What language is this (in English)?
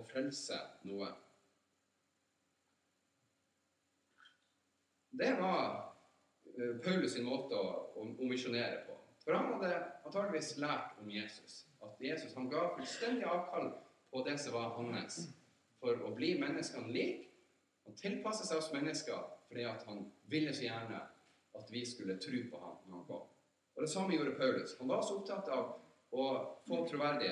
Norwegian